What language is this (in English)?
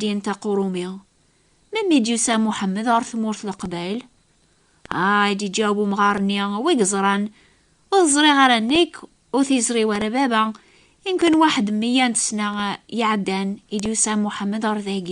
Kabyle